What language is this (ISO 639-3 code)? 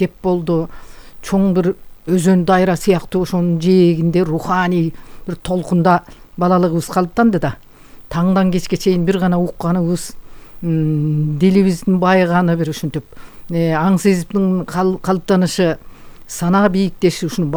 kir